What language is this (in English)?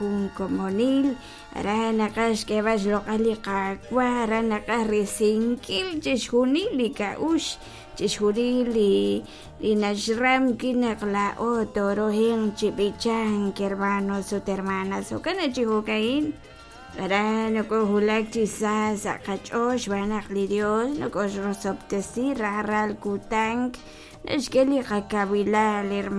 Kekchí